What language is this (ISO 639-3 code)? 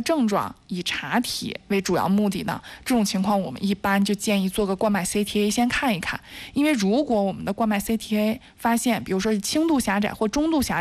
zho